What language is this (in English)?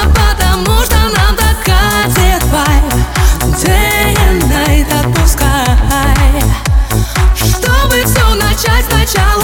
Russian